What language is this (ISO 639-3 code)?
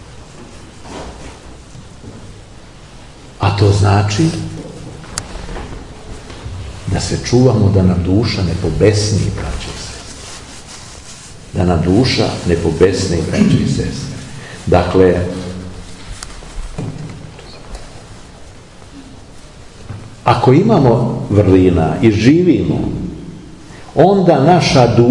srp